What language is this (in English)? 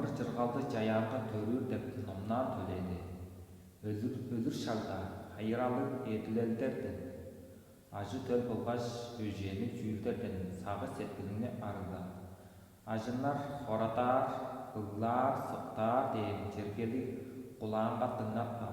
Tuvinian